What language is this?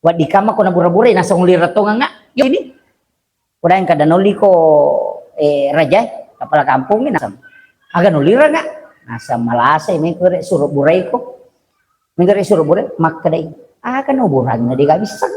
Buginese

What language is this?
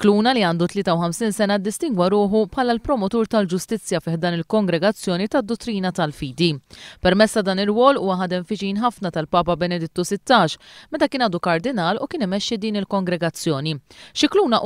Maltese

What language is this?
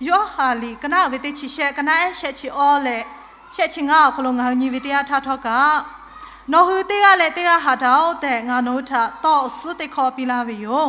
Lahu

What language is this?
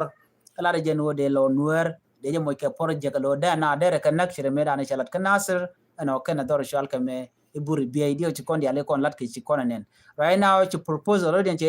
Nuer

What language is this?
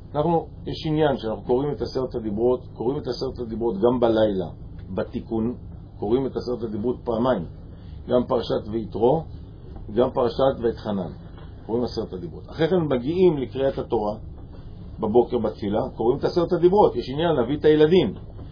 Hebrew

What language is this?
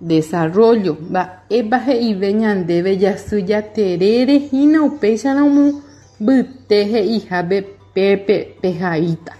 Guarani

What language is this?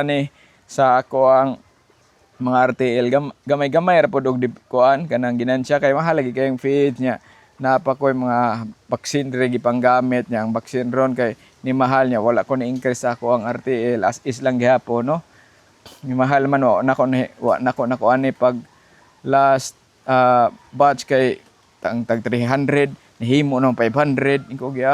Cebuano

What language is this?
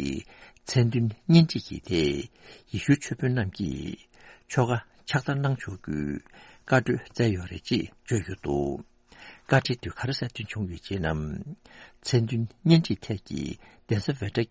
Tibetan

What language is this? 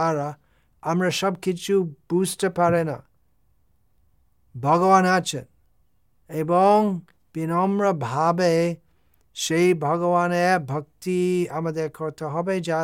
Bangla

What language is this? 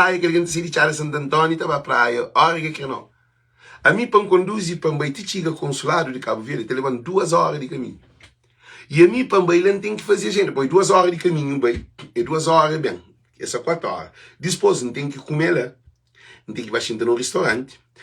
Kabuverdianu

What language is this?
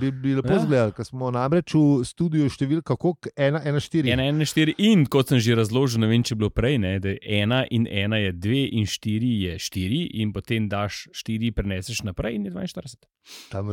Slovenian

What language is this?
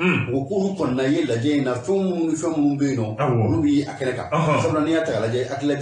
Bambara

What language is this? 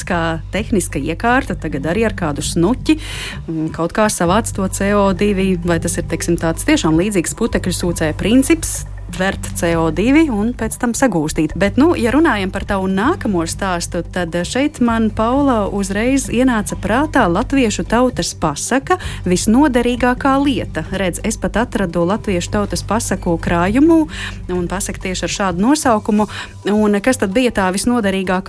Latvian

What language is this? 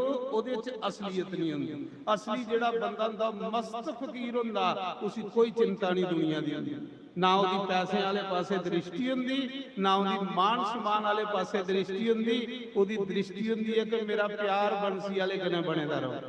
Dogri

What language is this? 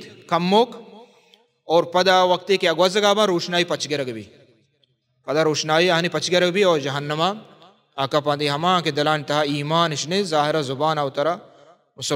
Baluchi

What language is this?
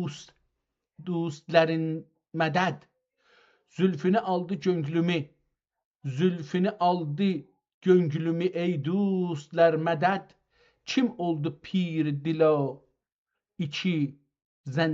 South Azerbaijani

